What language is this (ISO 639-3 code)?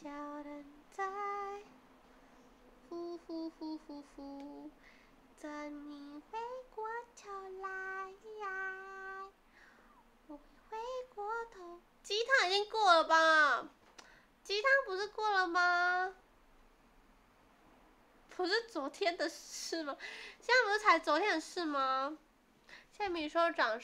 zho